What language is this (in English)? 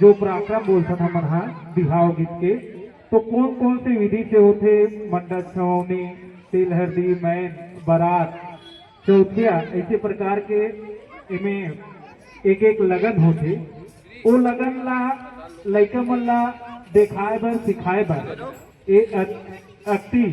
Chhattisgarhi